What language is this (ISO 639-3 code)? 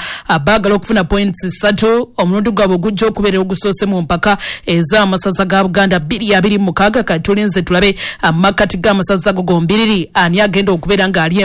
lug